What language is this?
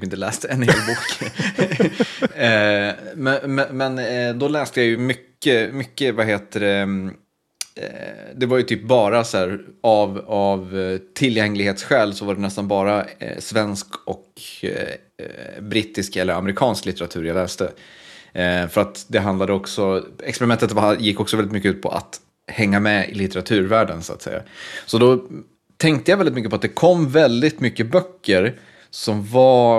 Swedish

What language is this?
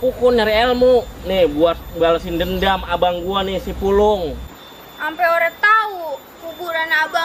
Betawi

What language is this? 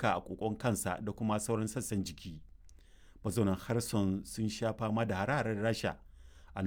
Hausa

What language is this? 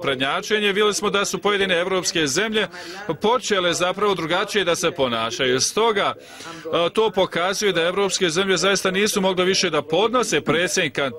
Bosnian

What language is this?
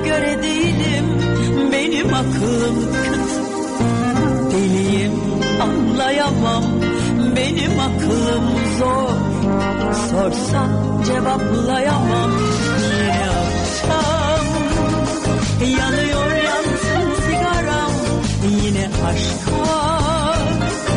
Turkish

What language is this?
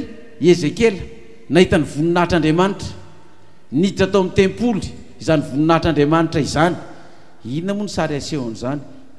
Malagasy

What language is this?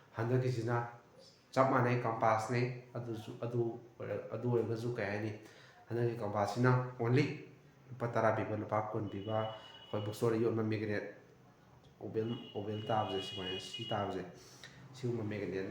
Manipuri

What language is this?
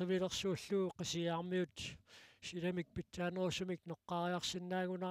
Kalaallisut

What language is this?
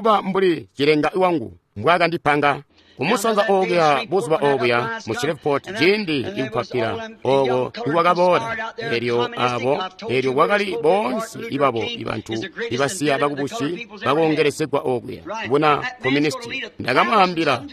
Tonga (Zambia)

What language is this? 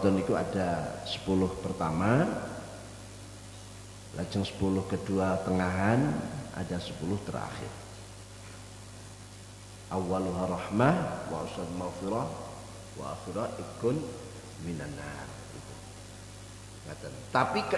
Indonesian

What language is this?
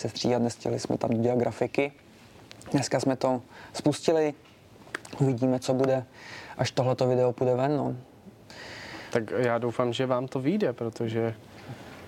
Czech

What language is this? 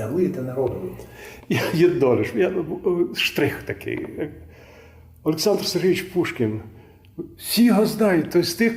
Rusyn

